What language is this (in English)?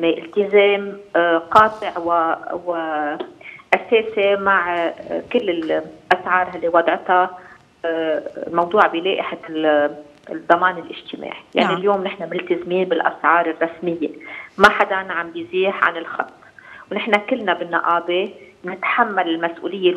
North Levantine Arabic